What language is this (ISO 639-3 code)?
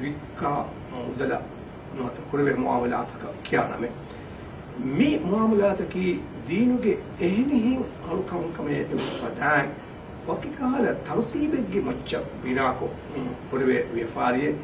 div